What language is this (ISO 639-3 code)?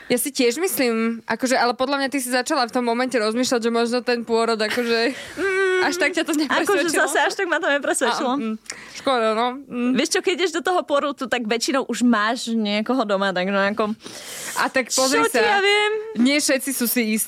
slk